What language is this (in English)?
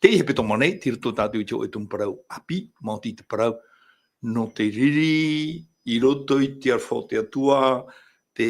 Tahitian